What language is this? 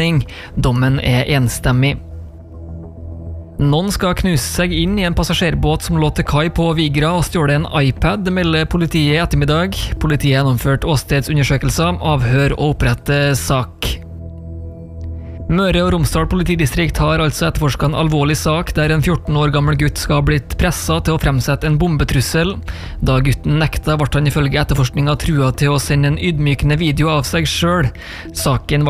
Norwegian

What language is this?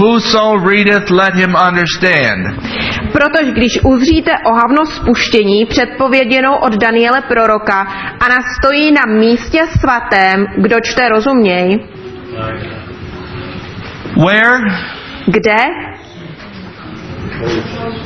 Czech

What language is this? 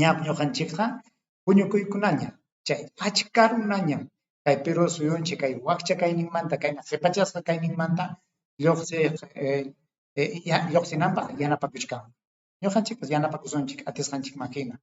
Ayacucho Quechua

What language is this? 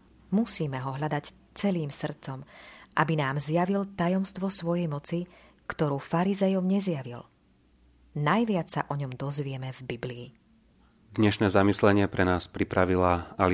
Slovak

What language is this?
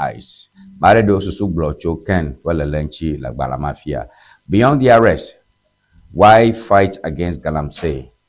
Ewe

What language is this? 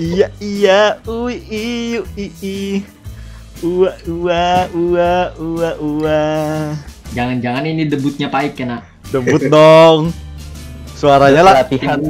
Banjar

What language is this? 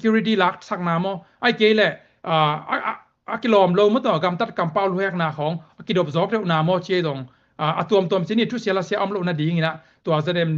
Tedim Chin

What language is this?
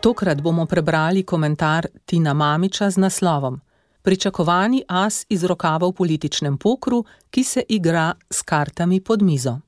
Slovenian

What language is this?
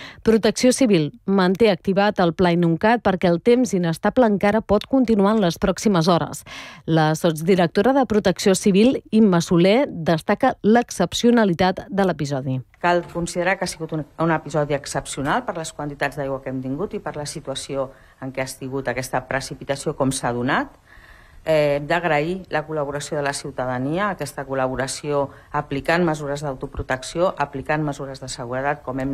Catalan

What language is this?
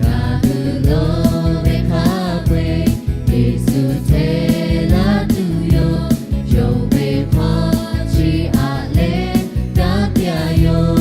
Lahu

